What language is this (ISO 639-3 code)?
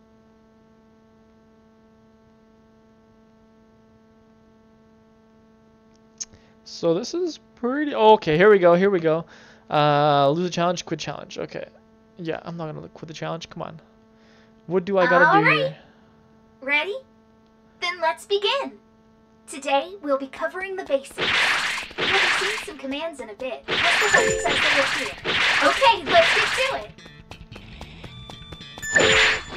eng